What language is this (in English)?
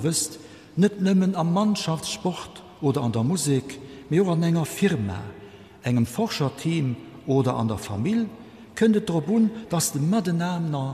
Luxembourgish